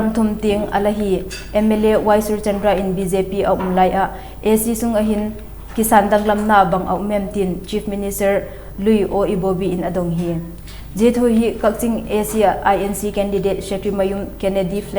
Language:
Vaiphei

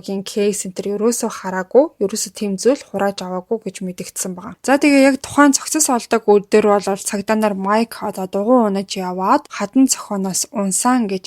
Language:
Mongolian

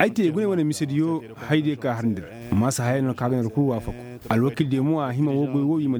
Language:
Koyraboro Senni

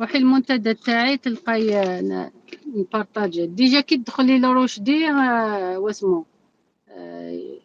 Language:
Algerian Arabic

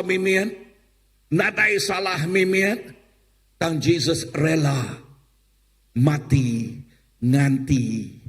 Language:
Iban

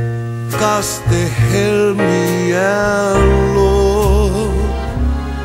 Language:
Finnish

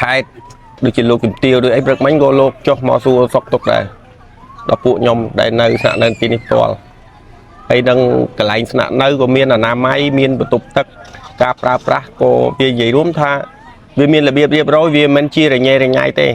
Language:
Khmer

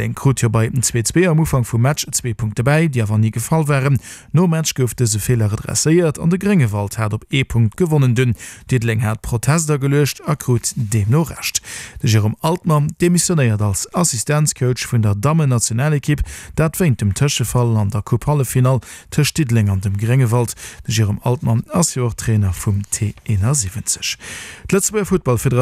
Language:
Luxembourgish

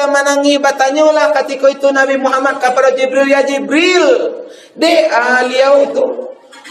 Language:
Minangkabau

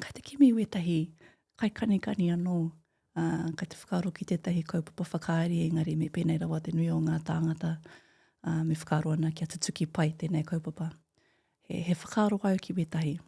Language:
Māori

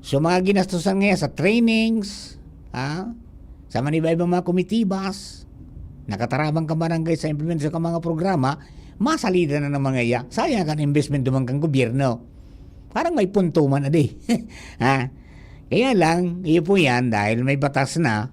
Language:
Bikol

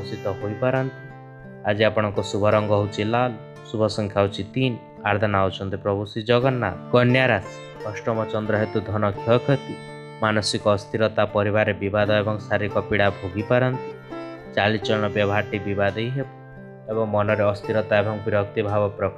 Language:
Odia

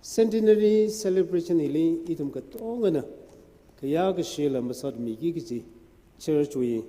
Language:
Tangkhul Naga (India)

